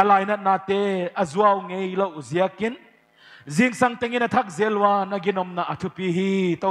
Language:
Paite Chin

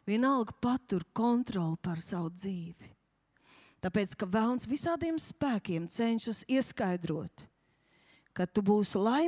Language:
Latvian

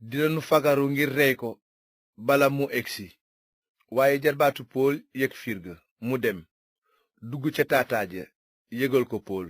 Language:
Wolof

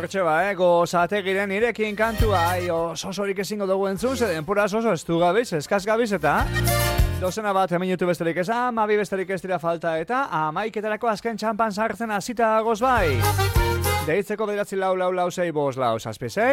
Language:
Basque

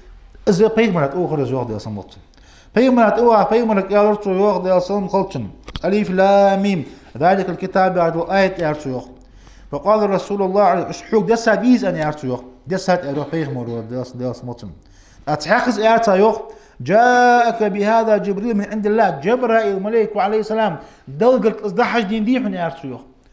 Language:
Ingush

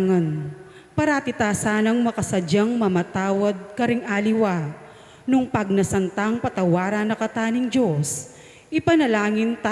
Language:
Pampanga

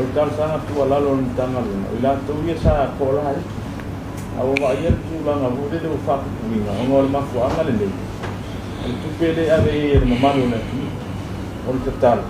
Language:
Samoan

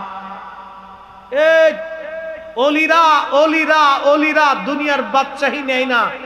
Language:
Bangla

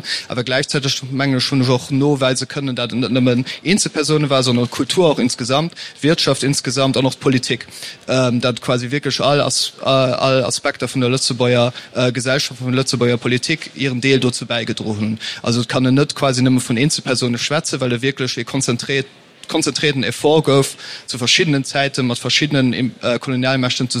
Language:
Luxembourgish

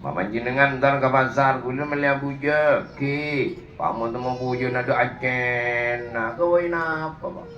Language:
Madurese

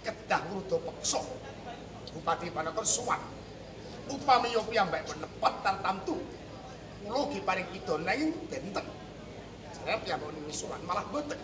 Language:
Javanese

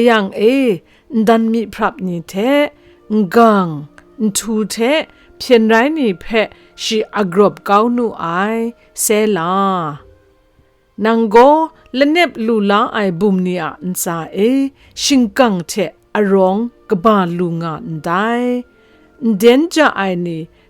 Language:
Kachin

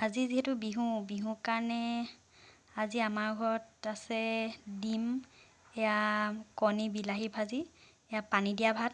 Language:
Assamese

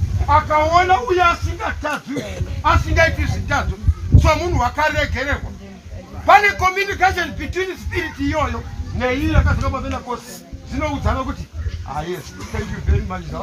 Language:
Shona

